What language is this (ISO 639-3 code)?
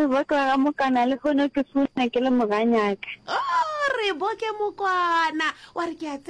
nso